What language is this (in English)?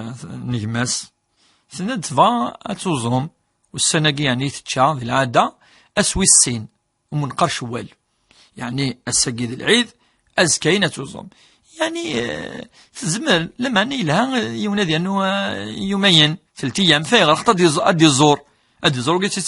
Kabyle